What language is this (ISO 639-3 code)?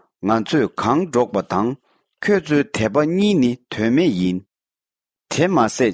bod